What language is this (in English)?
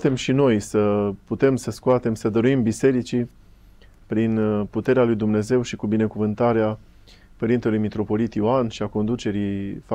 Romanian